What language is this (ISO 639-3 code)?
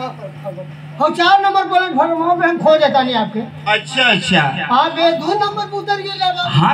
bho